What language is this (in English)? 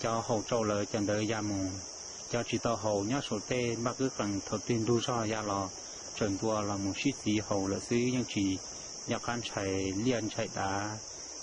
Hmong